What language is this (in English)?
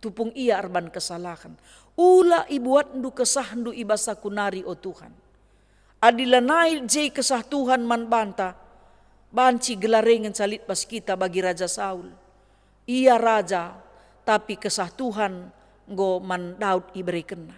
Batak Karo